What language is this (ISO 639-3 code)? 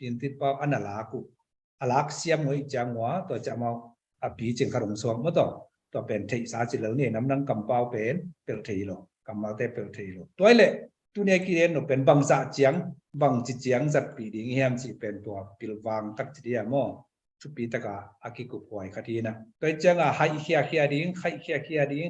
ctd